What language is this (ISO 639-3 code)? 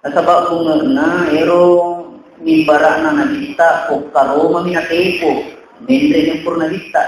bug